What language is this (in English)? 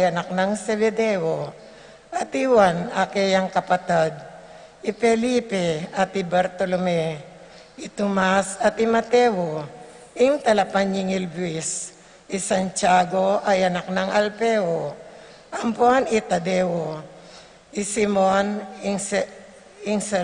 Pampanga